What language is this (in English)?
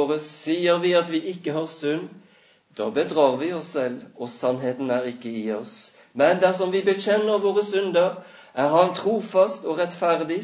Norwegian